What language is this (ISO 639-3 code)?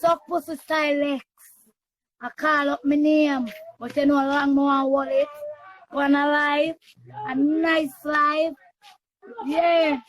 jam